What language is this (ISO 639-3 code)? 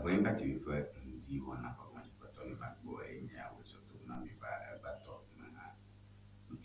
ewe